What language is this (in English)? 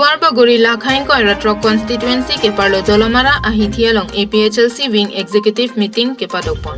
Karbi